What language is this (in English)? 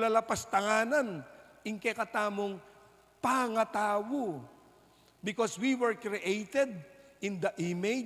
Pampanga